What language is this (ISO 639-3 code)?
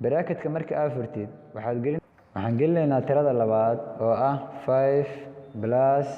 som